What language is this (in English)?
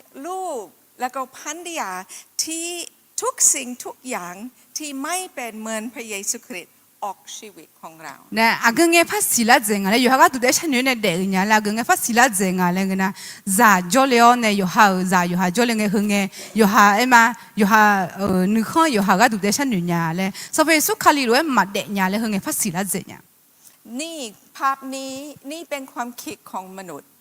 Akha